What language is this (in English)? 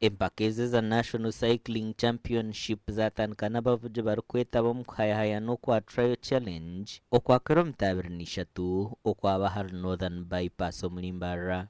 Nyankole